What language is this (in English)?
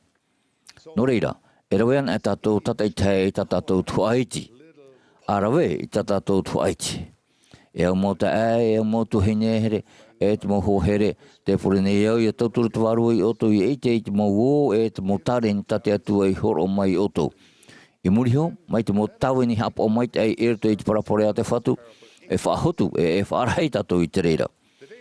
Tahitian